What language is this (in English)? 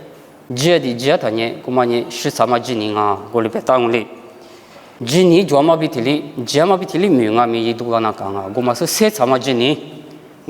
Lisu